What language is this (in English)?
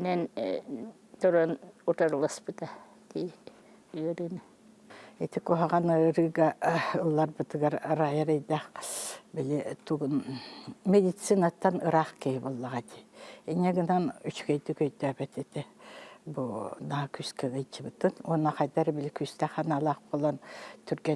Yakut